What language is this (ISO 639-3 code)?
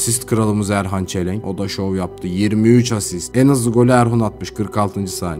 tur